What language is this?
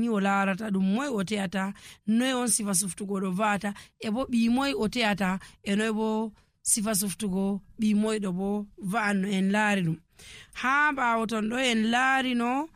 Nigerian Fulfulde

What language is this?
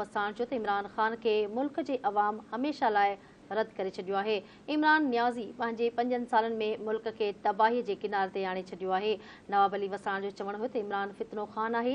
Sindhi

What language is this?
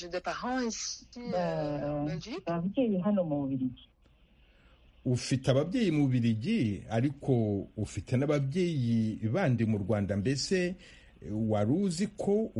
Kinyarwanda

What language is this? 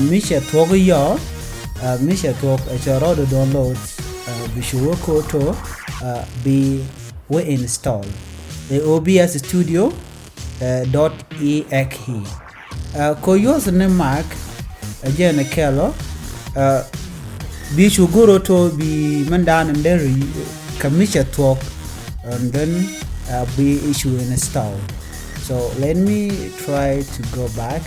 Nuer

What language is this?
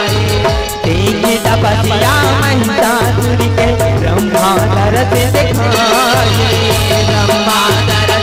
Chhattisgarhi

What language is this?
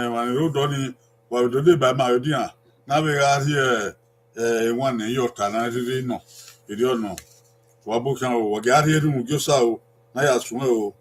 Bini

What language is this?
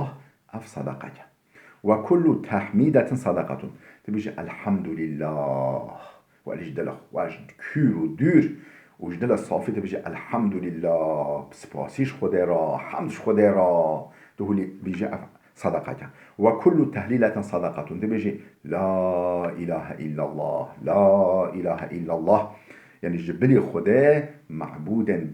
Kurdish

